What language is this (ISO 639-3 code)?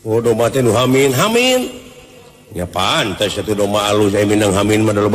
sun